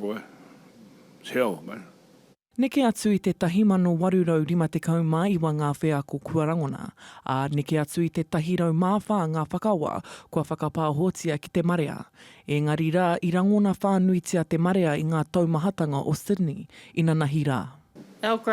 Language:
Māori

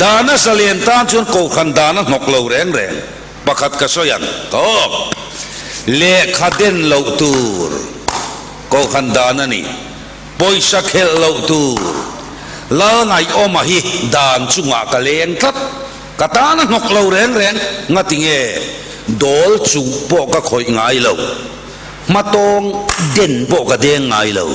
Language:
Mizo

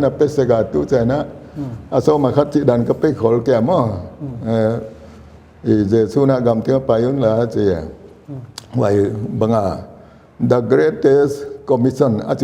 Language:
Paite Chin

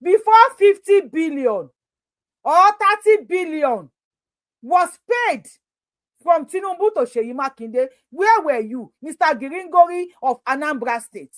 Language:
Yoruba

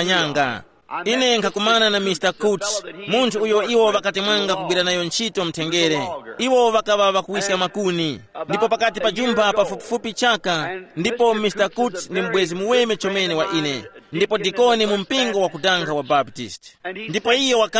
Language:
Tumbuka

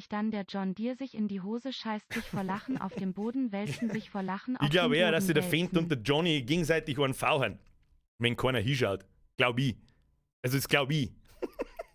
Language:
Bavarian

